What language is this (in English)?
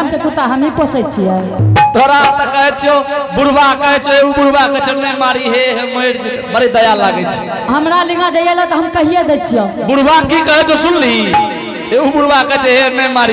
Angika